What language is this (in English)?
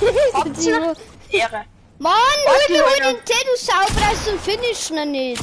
Bavarian